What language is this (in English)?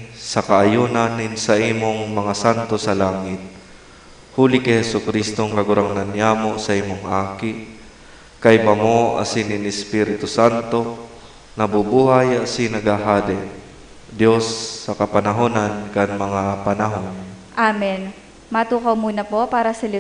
Bikol